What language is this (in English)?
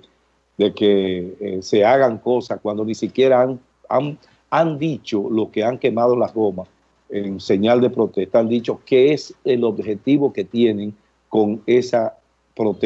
Spanish